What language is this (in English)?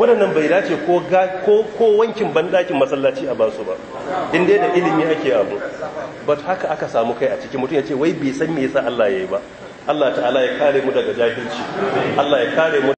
Hausa